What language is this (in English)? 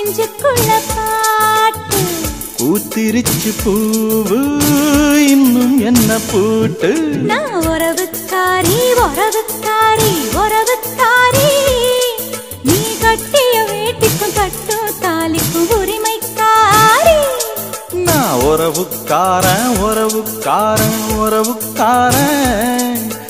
Tamil